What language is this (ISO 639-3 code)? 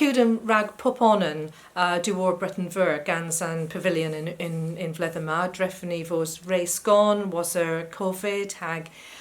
cor